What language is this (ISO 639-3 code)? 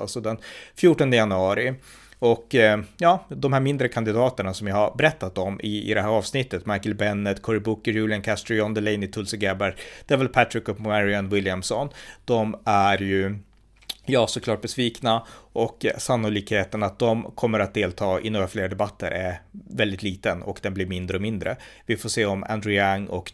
swe